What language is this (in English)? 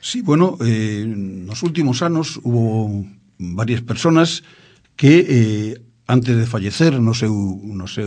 Galician